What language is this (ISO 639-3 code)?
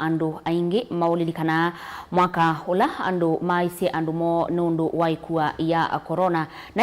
kam